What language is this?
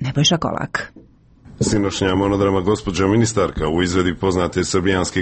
Bosnian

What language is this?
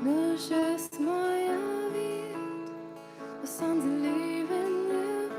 Plautdietsch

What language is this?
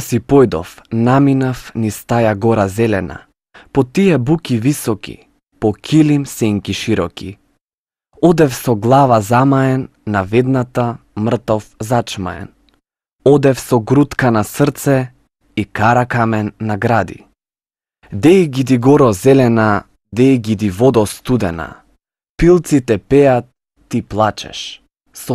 Macedonian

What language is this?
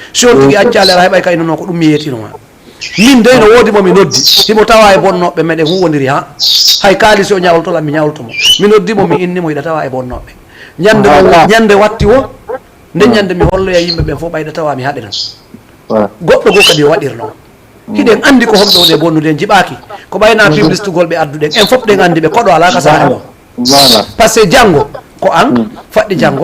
Fula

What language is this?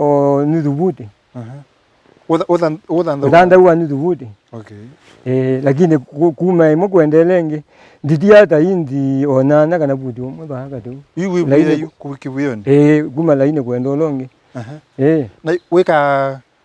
Kamba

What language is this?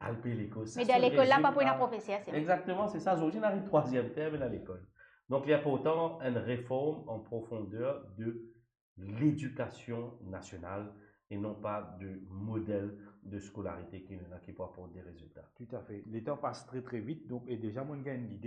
Morisyen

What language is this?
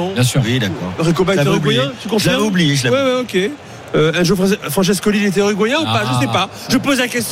French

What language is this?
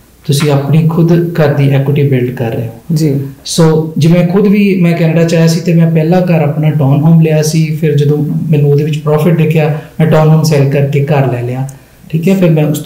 Punjabi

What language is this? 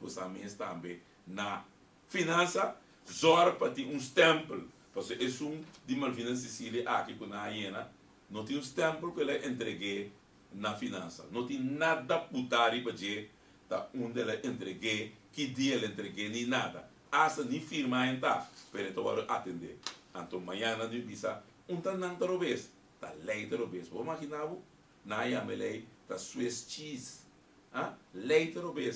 Papiamento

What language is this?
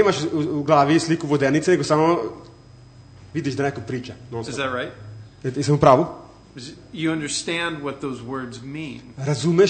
Serbian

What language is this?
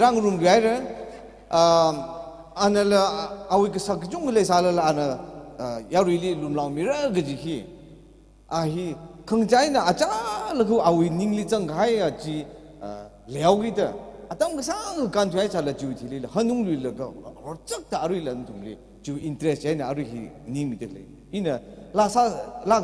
Tangkhul Naga (India)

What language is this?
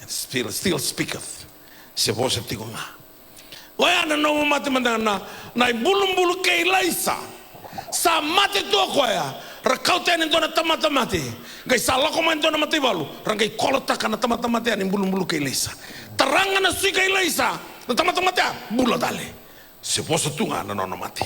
Fijian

